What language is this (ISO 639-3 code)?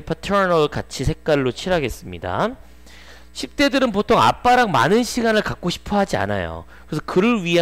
kor